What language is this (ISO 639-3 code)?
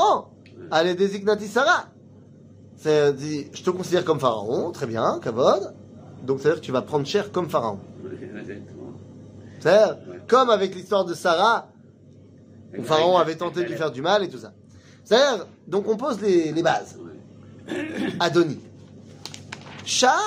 fra